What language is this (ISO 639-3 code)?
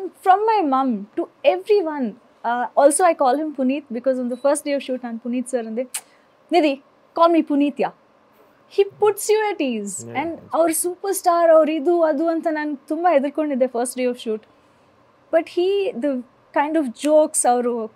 kan